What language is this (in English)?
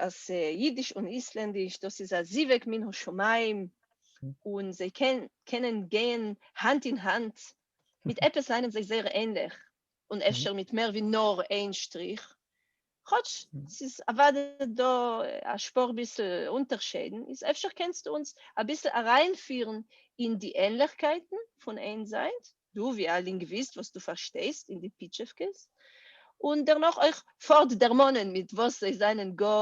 Yiddish